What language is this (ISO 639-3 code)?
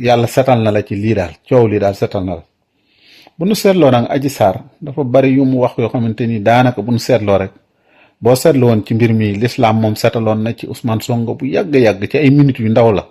wol